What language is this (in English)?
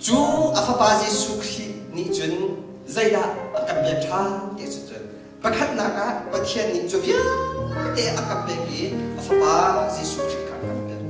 Hakha Chin